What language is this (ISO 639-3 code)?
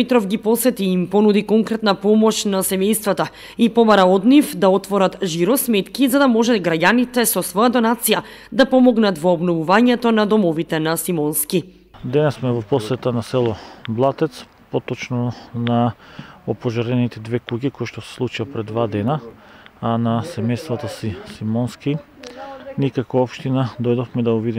mkd